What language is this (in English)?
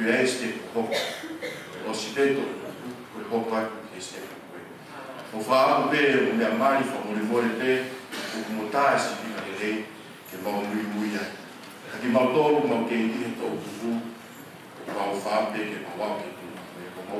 Tongan